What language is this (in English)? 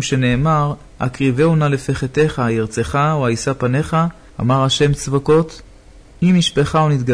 Hebrew